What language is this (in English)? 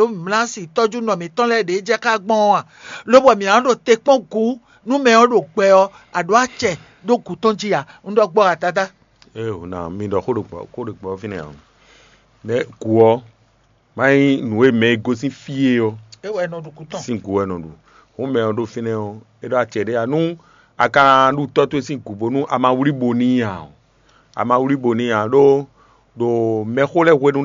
Fon